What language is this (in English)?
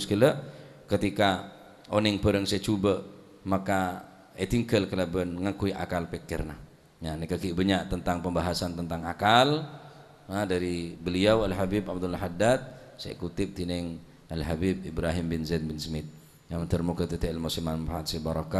Madurese